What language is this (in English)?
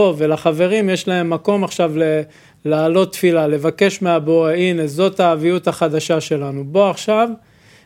Hebrew